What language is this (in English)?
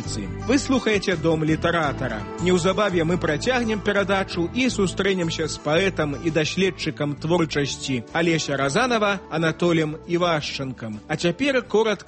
Belarusian